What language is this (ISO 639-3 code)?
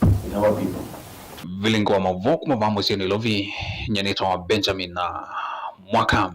kam